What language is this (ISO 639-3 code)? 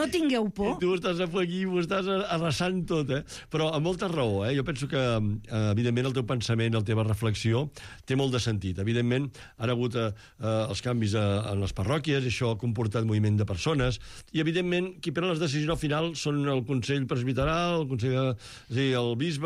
cat